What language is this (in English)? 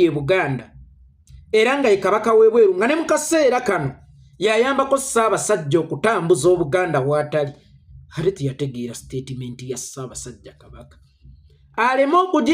Ganda